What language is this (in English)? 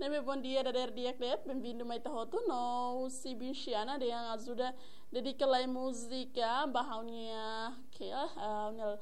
Tetum